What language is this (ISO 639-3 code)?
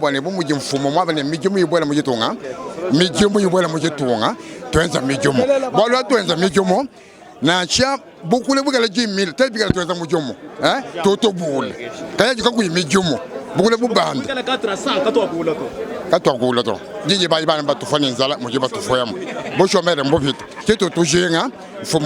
lua